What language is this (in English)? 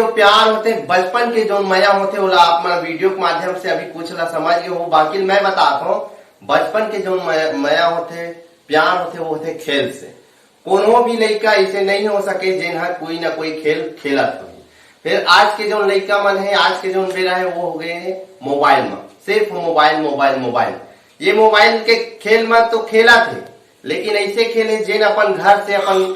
Chhattisgarhi